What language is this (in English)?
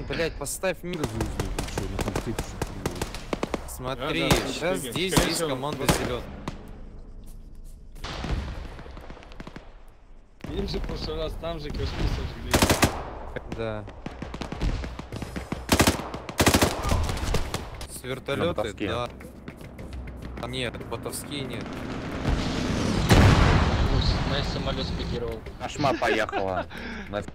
Russian